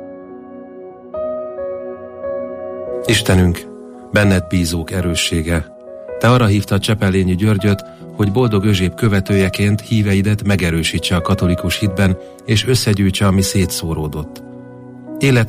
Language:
Hungarian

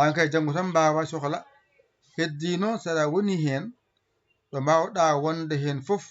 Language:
Fula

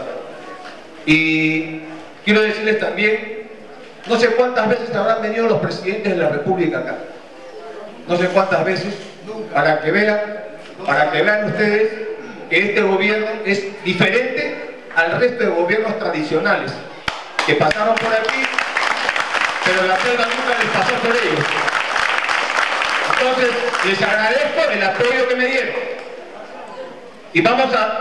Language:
Spanish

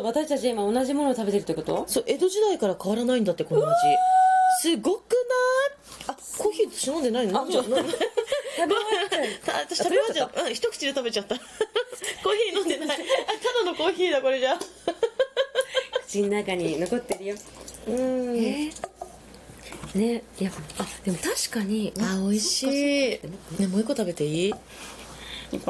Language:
Japanese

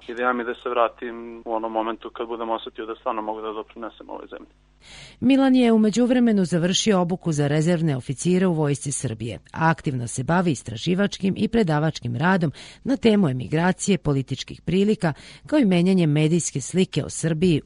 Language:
Serbian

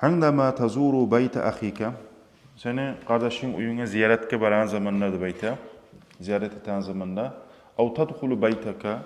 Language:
Kumyk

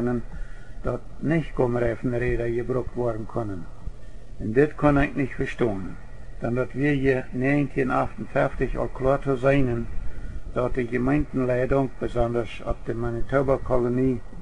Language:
Plautdietsch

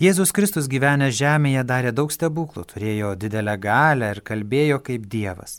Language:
Lithuanian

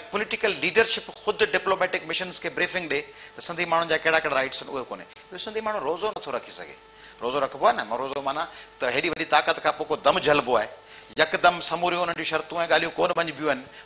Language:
Sindhi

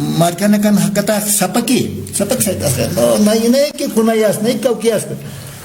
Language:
Aymara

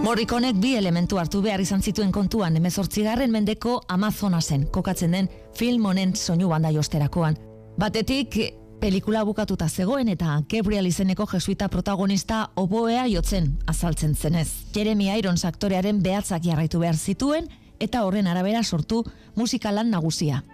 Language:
Basque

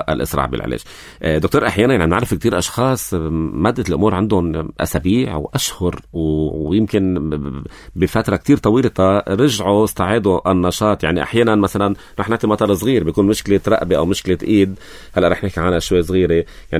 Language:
North Levantine Arabic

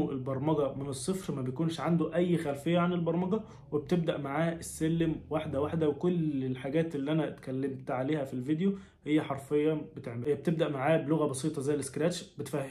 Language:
Egyptian Arabic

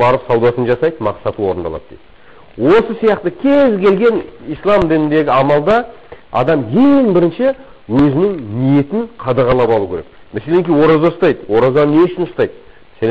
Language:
Kazakh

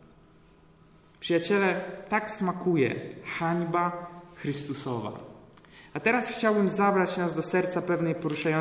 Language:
Polish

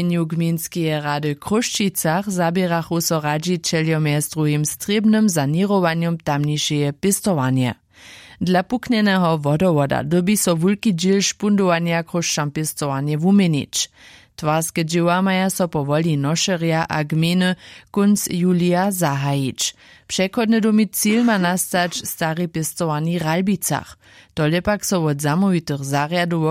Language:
Upper Sorbian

